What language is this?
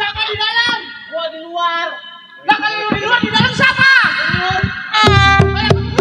Betawi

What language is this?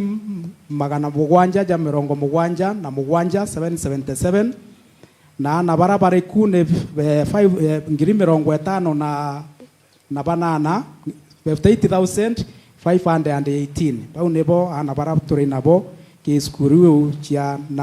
Meru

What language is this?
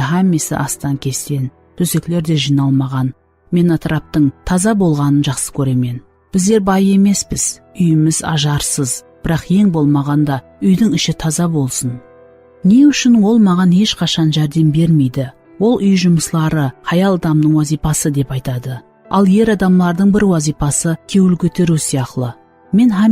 Kara-Kalpak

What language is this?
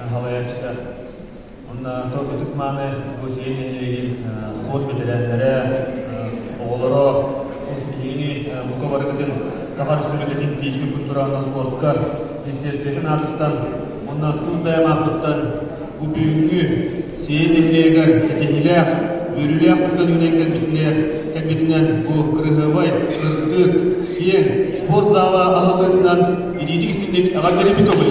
Yakut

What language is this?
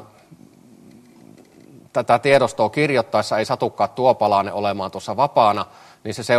Finnish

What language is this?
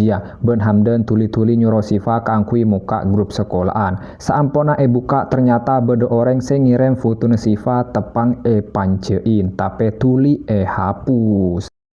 Madurese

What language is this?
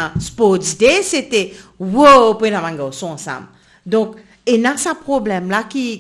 Morisyen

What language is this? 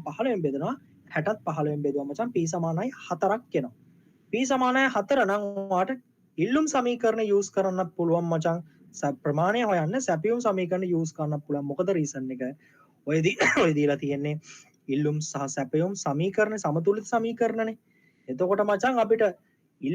Sinhala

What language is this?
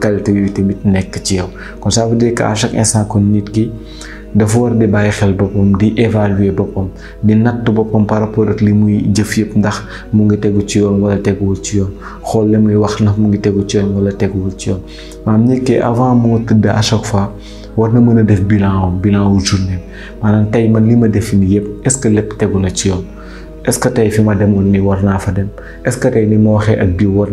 Wolof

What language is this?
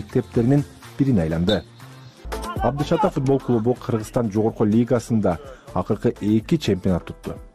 Kyrgyz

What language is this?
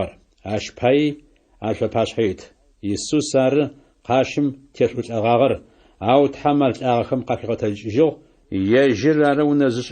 Adyghe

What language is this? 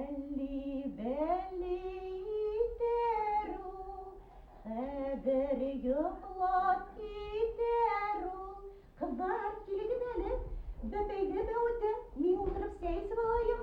Bashkir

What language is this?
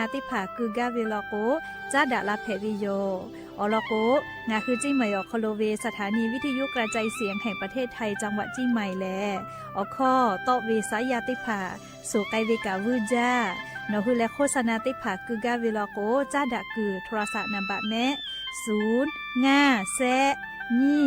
Lahu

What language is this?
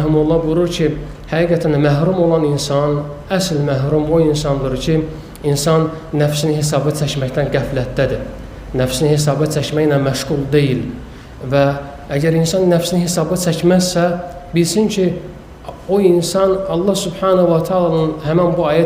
Azerbaijani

